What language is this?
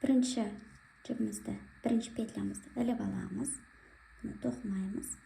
Kazakh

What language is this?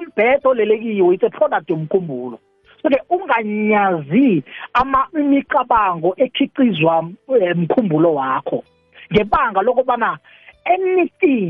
South Ndebele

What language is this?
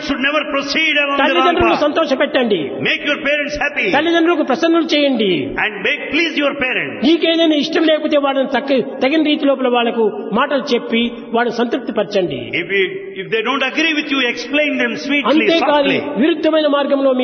Telugu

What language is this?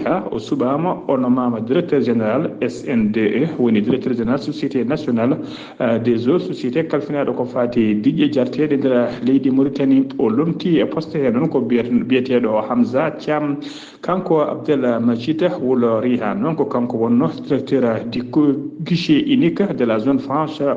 Fula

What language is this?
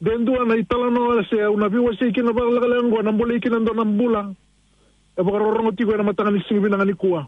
Fijian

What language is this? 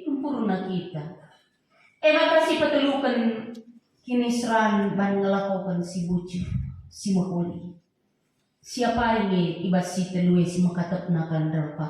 Batak Karo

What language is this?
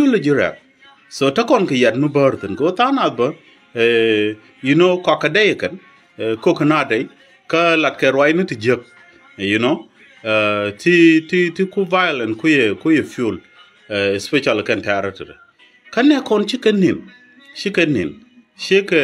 Nuer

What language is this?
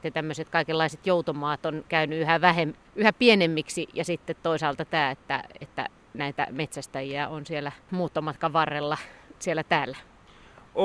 Finnish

